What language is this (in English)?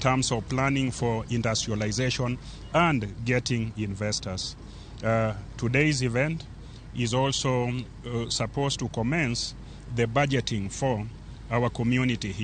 Luo (Kenya and Tanzania)